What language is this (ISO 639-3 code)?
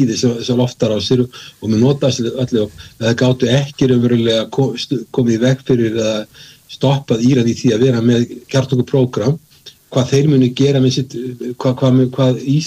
isl